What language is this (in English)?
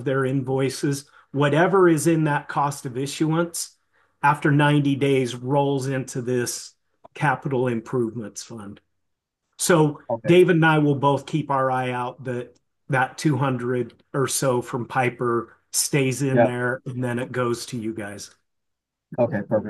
English